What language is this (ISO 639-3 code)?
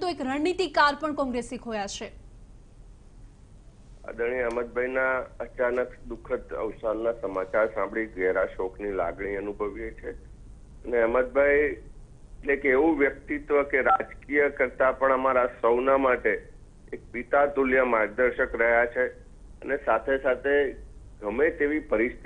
guj